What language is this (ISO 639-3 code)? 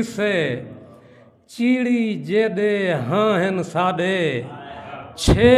skr